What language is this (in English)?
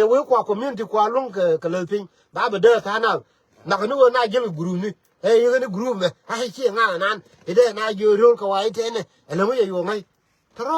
Nuer